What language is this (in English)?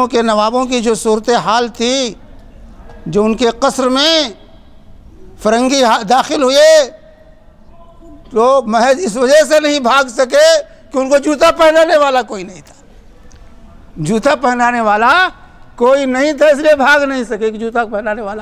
Urdu